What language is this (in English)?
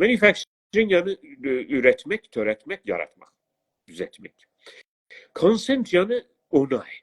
South Azerbaijani